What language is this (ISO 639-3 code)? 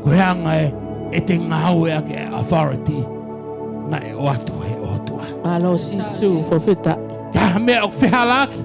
ton